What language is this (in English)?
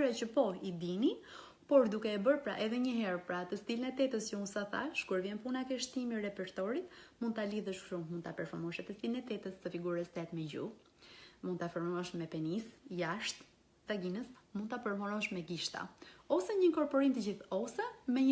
Albanian